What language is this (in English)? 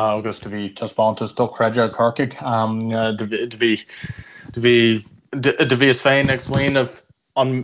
Irish